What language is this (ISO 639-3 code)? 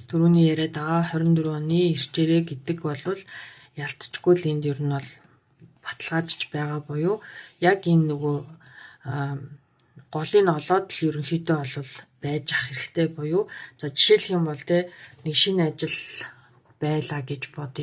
mon